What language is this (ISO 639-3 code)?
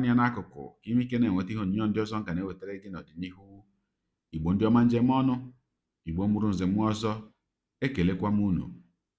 ibo